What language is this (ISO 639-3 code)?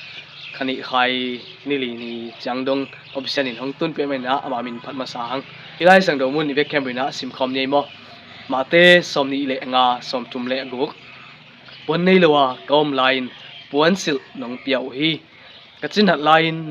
ctd